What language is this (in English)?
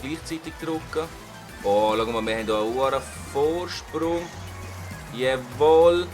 Swiss German